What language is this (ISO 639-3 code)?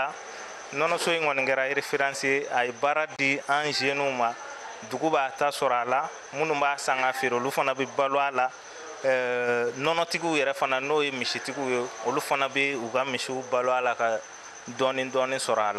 bam